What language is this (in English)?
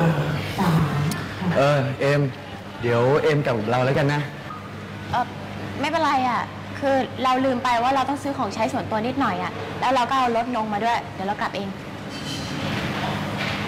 Thai